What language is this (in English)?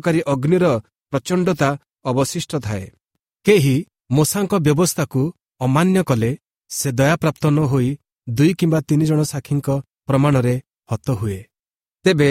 Odia